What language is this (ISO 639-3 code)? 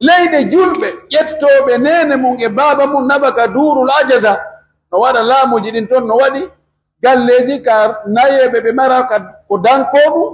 fuf